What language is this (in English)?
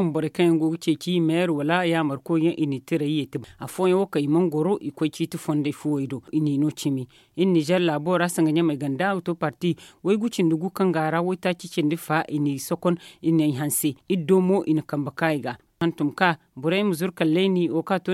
Zarma